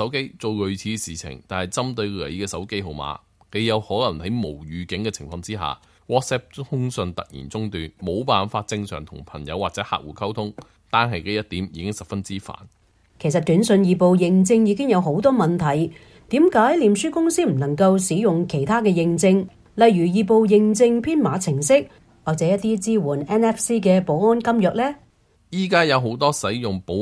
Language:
Cantonese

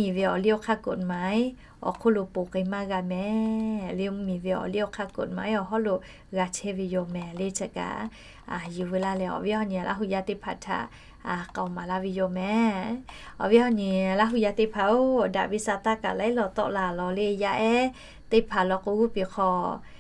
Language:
Lahu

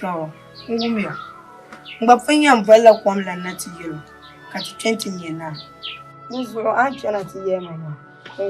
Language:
Dagbani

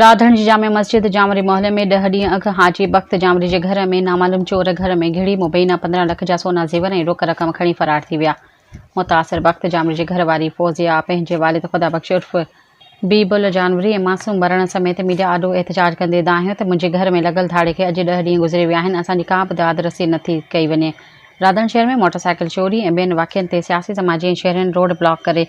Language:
Sindhi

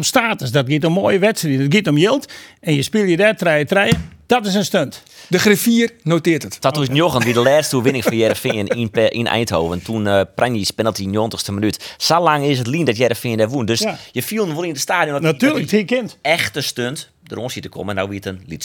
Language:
Western Frisian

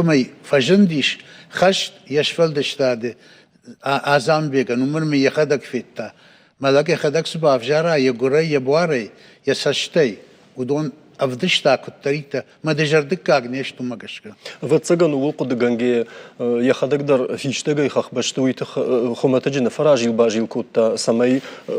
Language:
Ossetic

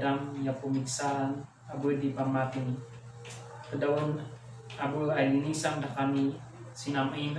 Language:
Kankanaey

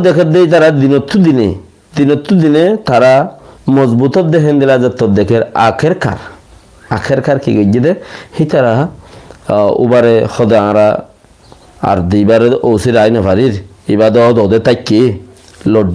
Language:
Rohingya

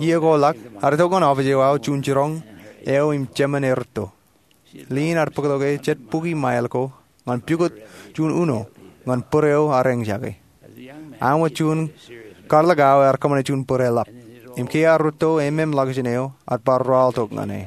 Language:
Marshallese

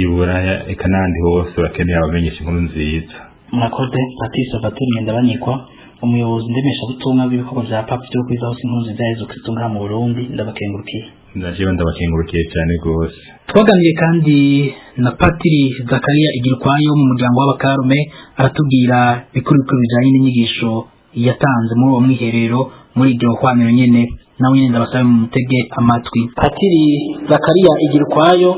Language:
Rundi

